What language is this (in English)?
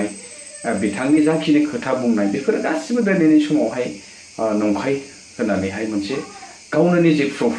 Bodo